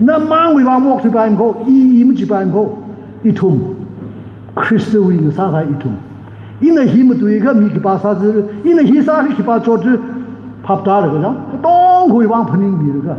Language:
Tangkhul Naga (India)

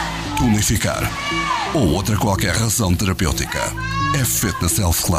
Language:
Portuguese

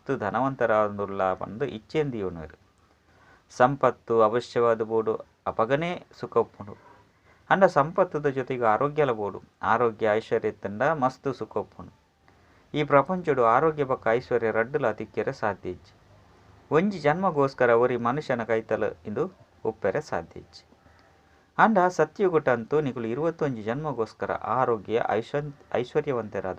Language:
Tulu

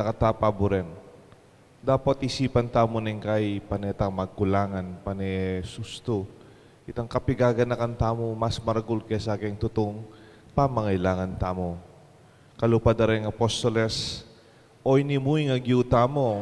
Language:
Pampanga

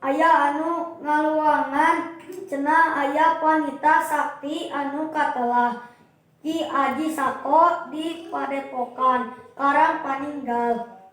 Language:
Sundanese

